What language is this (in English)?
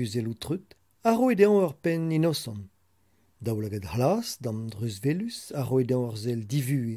Breton